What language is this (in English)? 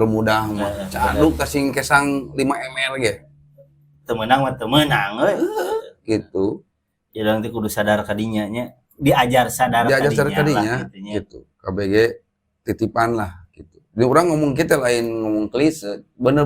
Sundanese